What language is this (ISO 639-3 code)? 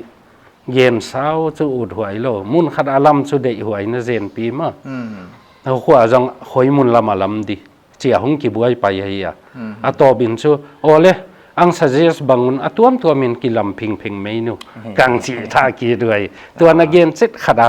pck